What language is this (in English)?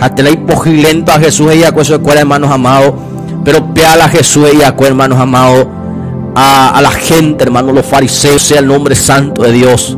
Guarani